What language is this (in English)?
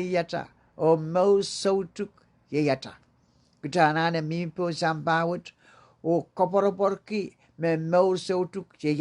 Pohnpeian